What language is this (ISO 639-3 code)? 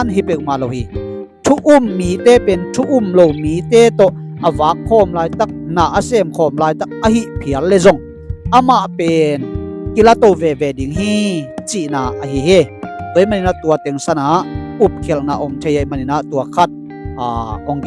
ctd